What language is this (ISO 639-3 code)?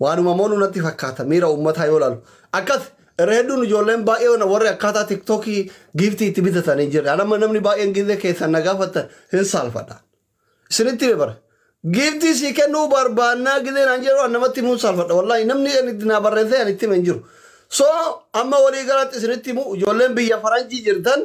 orm